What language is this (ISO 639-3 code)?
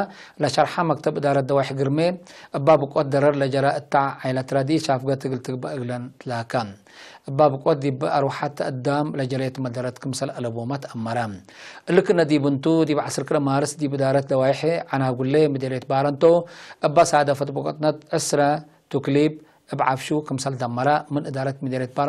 tig